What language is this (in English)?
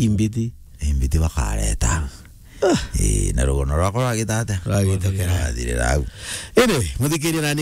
Meru